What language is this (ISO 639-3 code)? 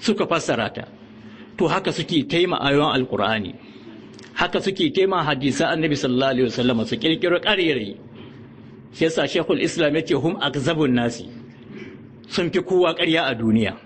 hau